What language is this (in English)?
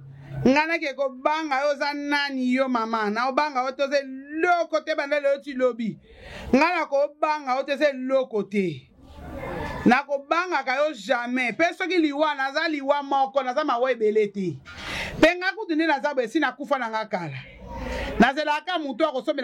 Lingala